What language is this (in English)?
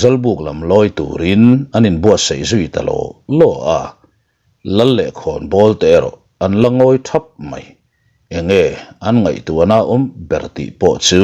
Mizo